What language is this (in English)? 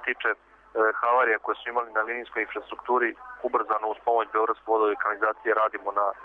Serbian